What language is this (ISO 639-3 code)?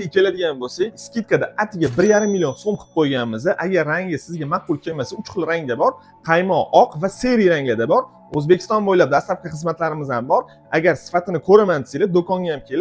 uzb